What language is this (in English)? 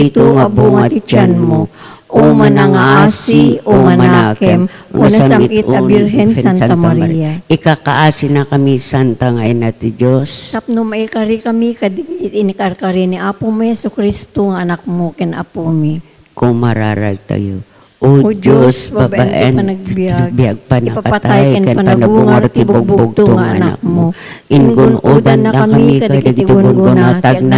Iloko